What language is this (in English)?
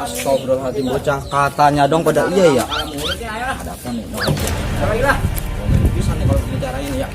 Betawi